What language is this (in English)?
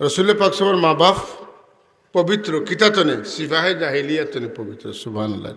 Sylheti